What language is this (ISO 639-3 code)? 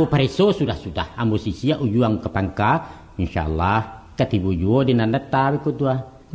min